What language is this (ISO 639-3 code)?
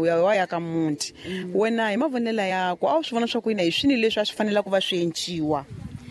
tso